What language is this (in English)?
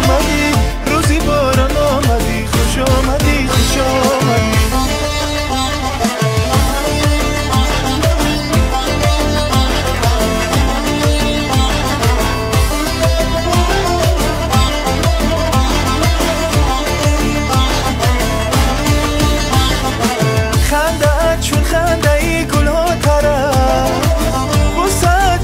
Persian